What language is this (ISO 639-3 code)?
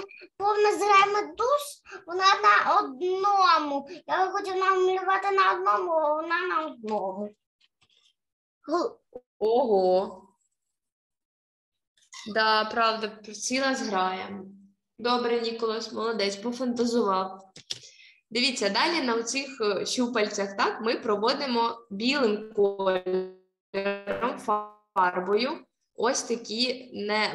ukr